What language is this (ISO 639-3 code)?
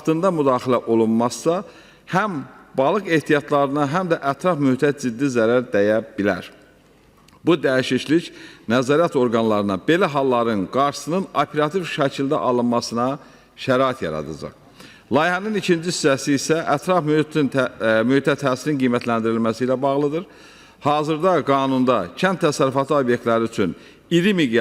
aze